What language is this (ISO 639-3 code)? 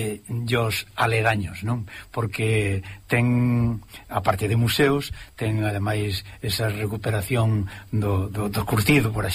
glg